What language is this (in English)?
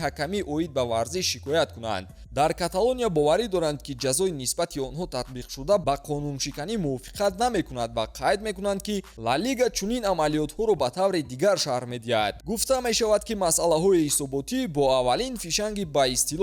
Tajik